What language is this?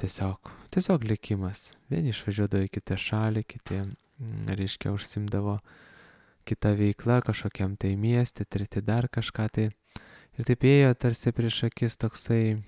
Lithuanian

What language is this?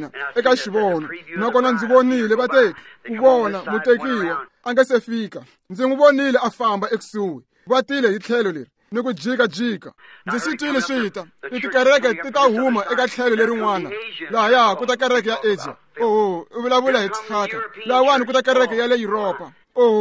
Tsonga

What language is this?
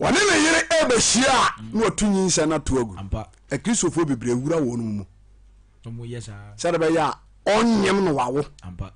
Akan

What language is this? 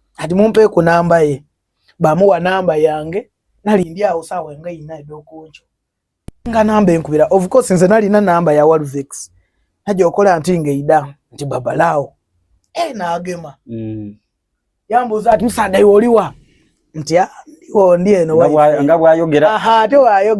Soga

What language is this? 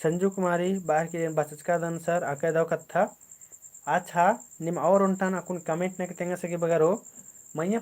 Kurukh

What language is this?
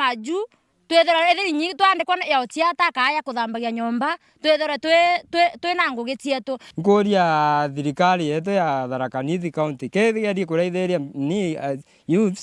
Meru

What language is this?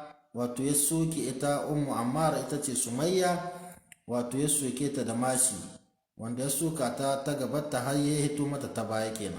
Hausa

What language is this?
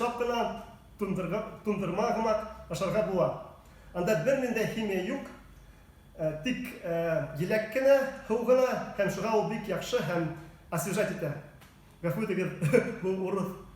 Bashkir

